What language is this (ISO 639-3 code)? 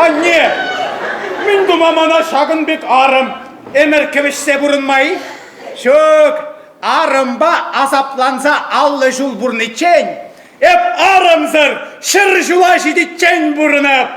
chv